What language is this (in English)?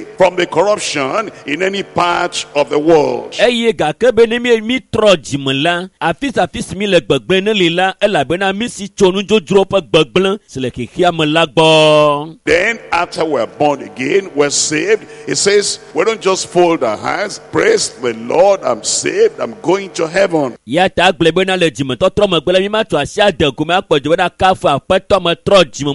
Ewe